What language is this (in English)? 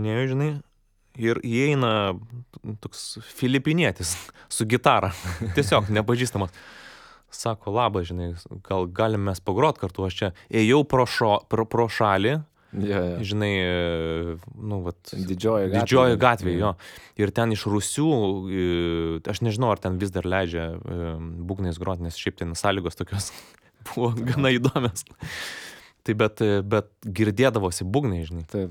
Lithuanian